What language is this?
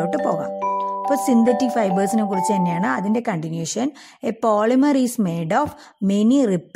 Malayalam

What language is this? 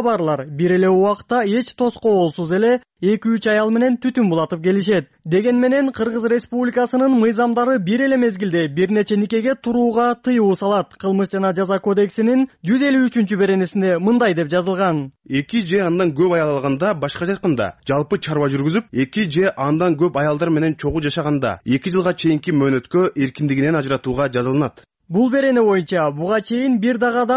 Kyrgyz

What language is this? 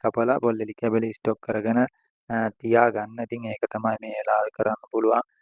Sinhala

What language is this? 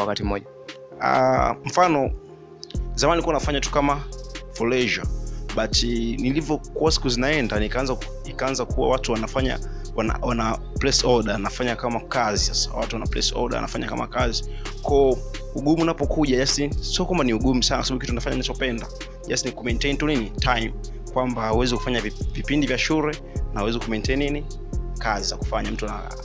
Swahili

